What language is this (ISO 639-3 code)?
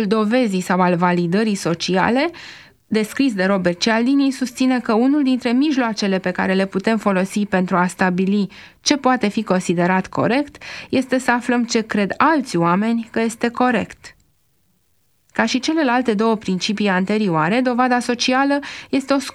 ron